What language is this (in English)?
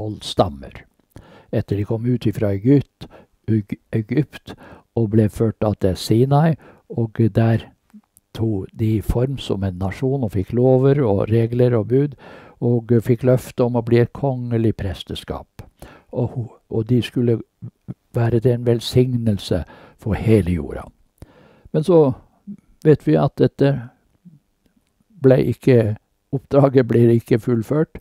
Norwegian